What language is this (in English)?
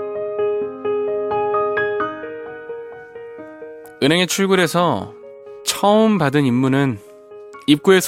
Korean